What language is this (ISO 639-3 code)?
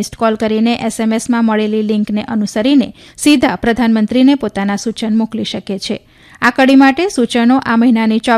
guj